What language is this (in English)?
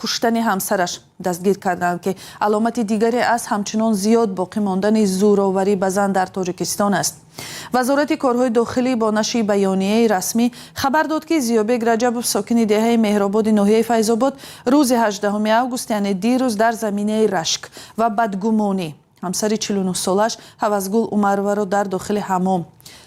Tajik